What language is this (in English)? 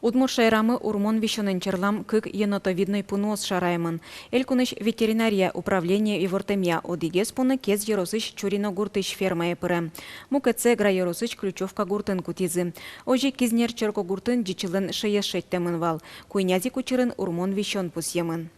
Udmurt